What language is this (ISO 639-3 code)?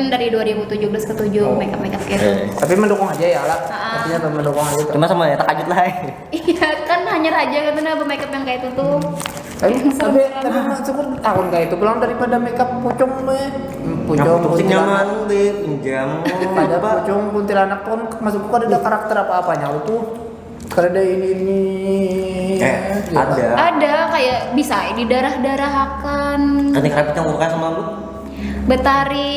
bjn